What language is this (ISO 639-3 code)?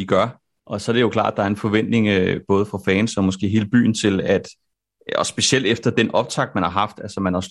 dan